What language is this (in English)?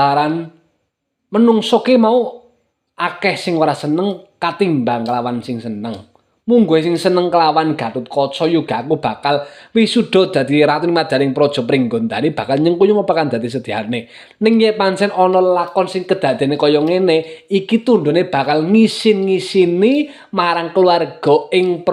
Javanese